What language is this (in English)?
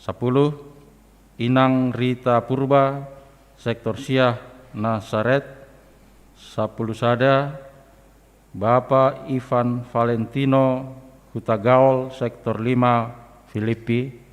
Batak Simalungun